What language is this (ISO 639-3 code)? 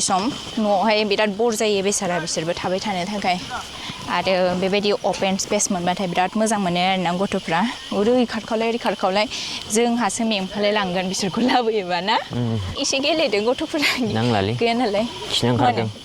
brx